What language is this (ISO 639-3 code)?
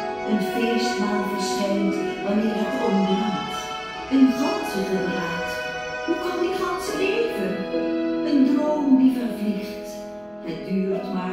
nld